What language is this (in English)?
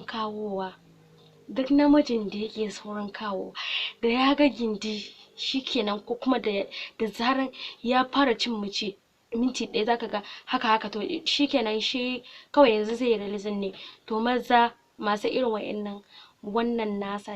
Hausa